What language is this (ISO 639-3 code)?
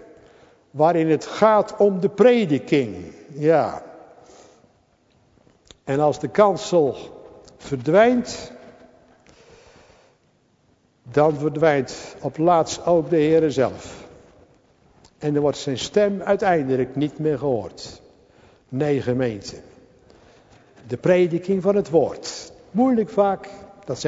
nld